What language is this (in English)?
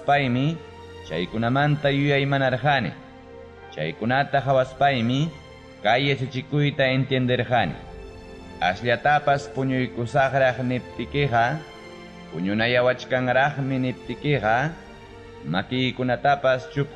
Ayacucho Quechua